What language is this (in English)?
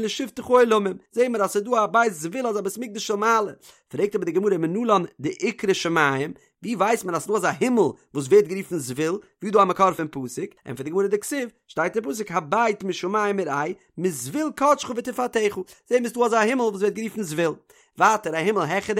Yiddish